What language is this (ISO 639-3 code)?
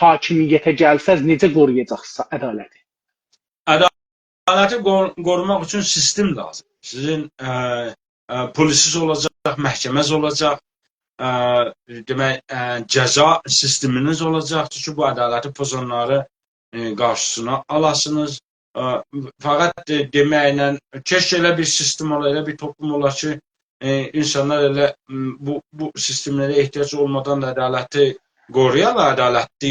azb